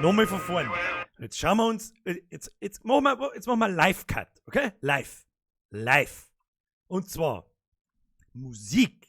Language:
Bavarian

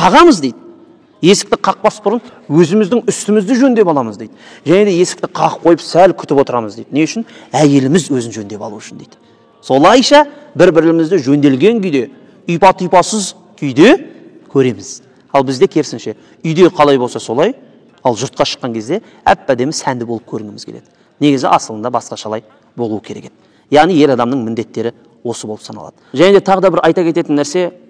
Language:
Kazakh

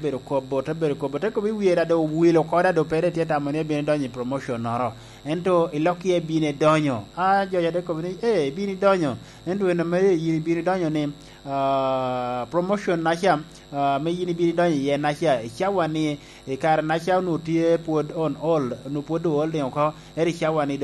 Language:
Lango (Uganda)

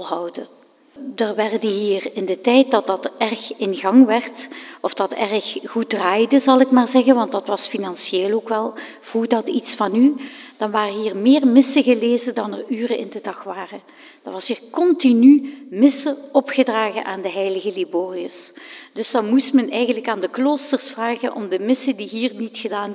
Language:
Dutch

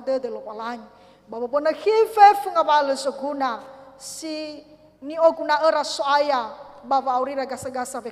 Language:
Nias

